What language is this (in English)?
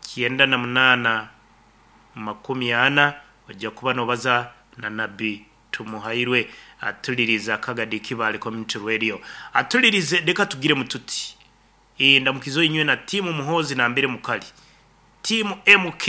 Nyankole